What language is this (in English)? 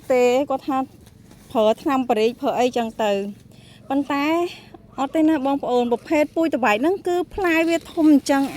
Khmer